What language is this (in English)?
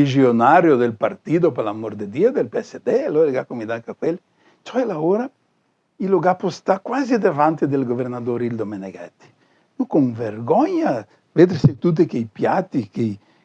Venetian